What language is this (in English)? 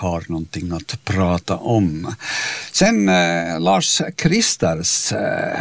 Swedish